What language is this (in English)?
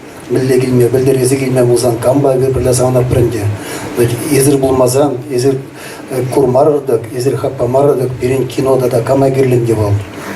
Chuvash